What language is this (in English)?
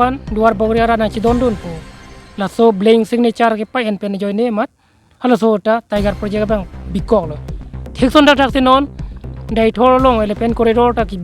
Karbi